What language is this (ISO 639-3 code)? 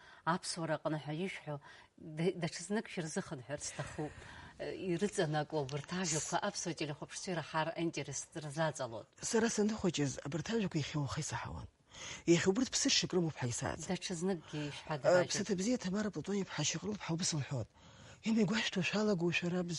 abk